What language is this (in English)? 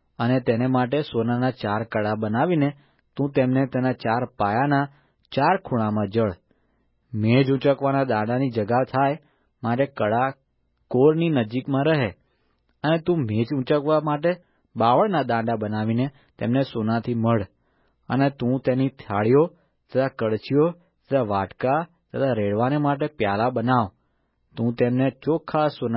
Gujarati